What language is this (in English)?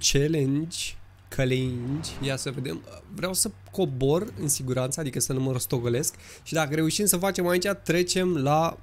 Romanian